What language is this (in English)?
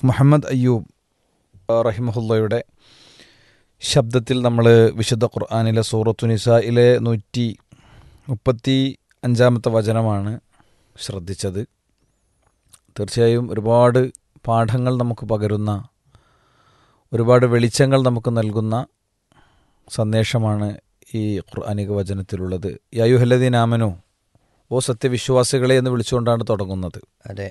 Malayalam